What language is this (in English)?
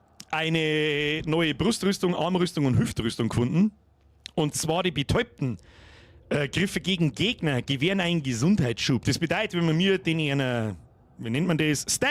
Bavarian